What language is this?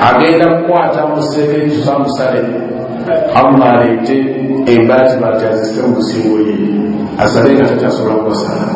Ganda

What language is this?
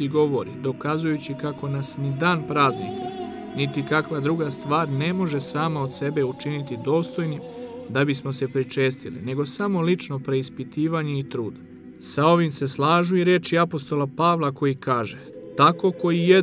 Serbian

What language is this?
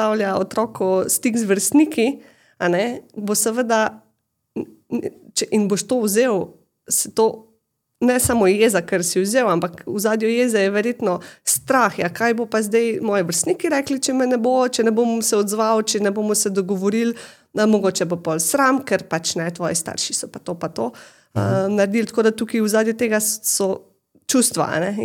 Slovenian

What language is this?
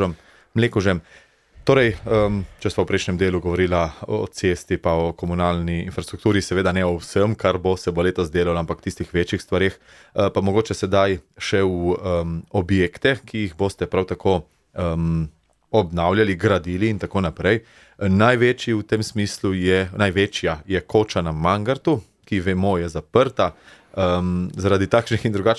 Slovenian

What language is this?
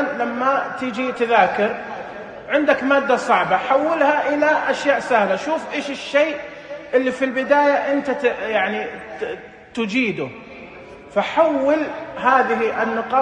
Najdi Arabic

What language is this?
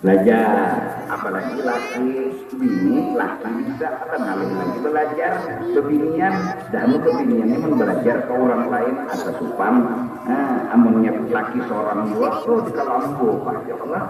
Banjar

